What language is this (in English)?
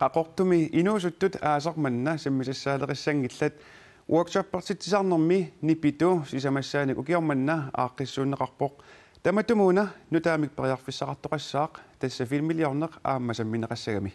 Kalaallisut